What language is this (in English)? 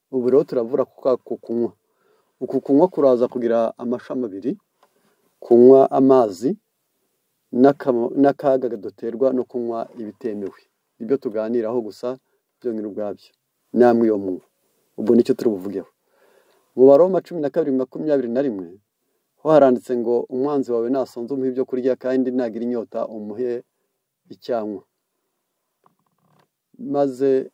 Kinyarwanda